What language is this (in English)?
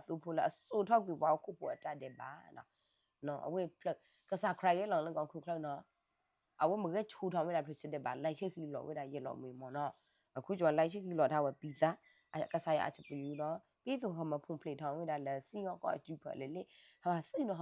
S'gaw Karen